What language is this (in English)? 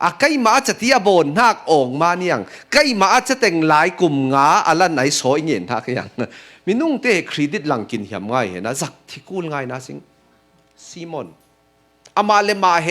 Falam Chin